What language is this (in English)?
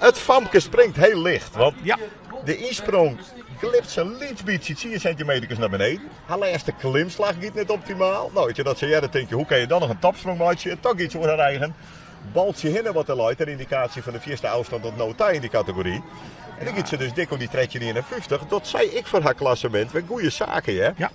Western Frisian